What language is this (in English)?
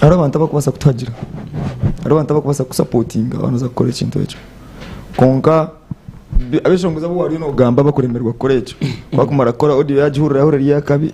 Nyankole